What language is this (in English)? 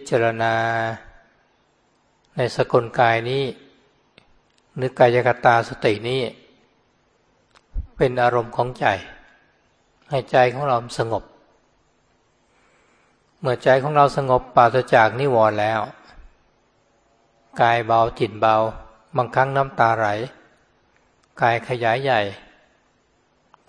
Thai